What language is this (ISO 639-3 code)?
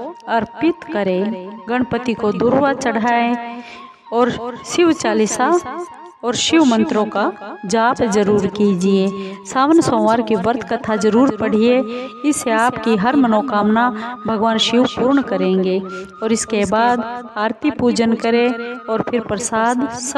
hin